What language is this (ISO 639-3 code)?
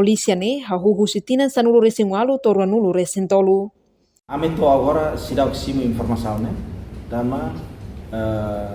tet